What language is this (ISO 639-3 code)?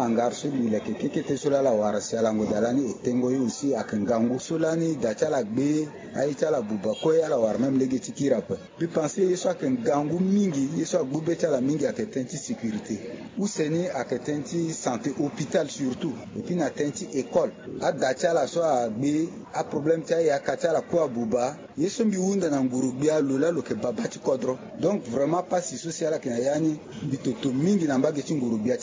sag